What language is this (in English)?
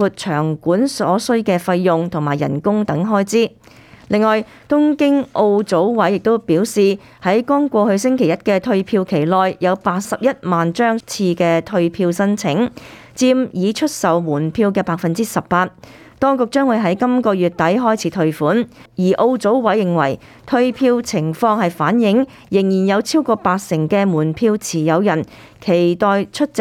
Cantonese